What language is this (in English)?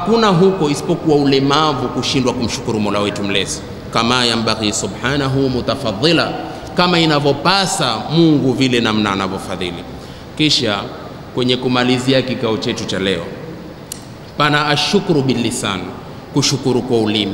Swahili